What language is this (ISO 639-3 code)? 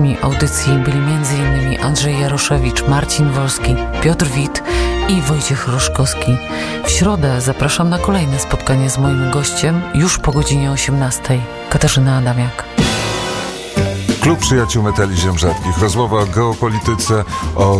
pol